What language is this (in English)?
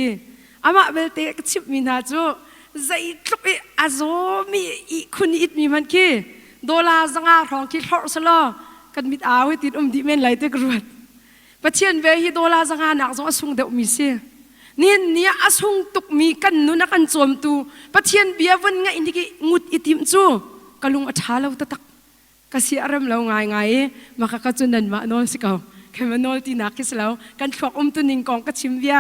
Hakha Chin